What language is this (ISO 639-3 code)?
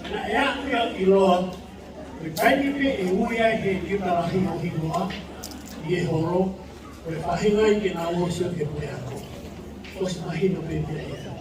ton